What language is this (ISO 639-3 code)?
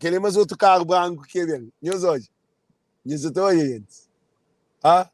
kea